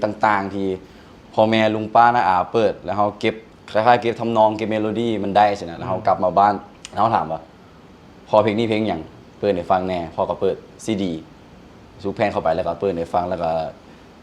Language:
Lao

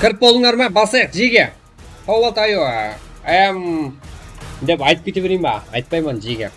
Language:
Kara-Kalpak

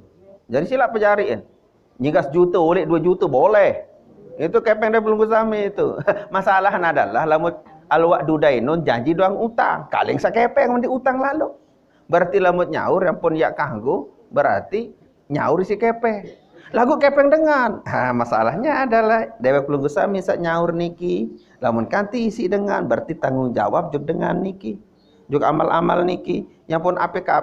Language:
Sasak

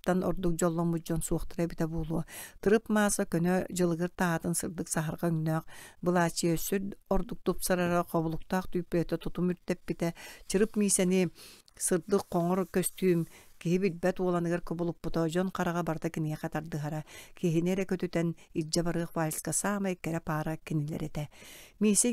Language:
Yakut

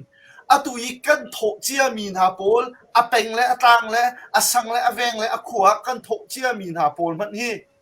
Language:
Hakha Chin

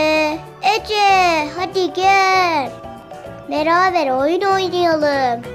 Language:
Turkish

